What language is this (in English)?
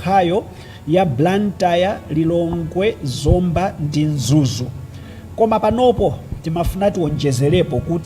Nyanja